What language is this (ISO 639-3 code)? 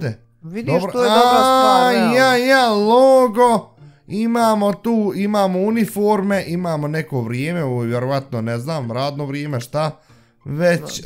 bos